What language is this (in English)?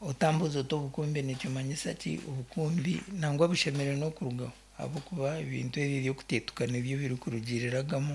Nyankole